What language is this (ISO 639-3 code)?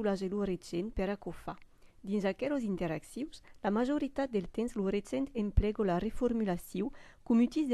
oci